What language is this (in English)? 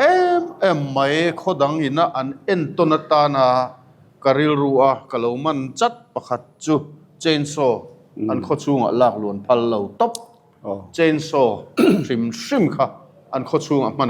Mizo